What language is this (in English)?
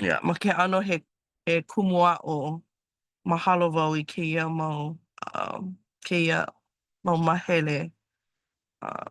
Hawaiian